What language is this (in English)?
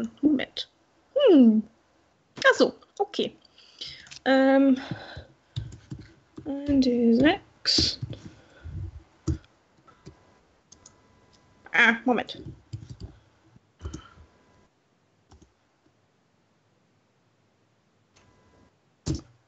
German